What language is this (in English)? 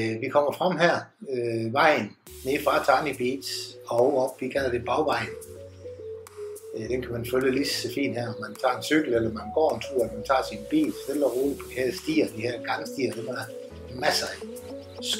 Danish